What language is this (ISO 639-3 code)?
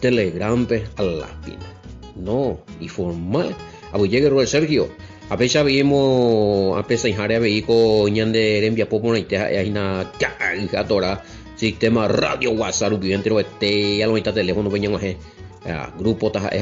grn